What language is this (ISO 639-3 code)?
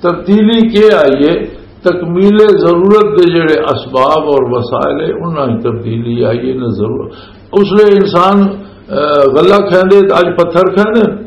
lah